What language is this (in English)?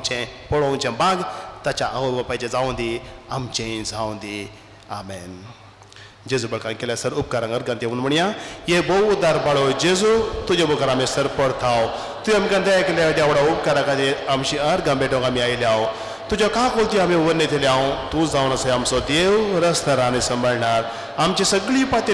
Konkani